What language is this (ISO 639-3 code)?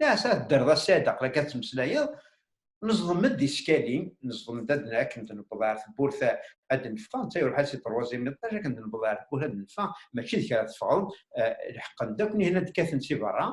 kab